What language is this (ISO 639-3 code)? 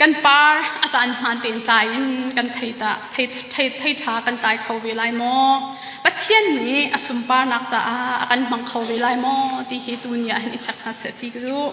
cnh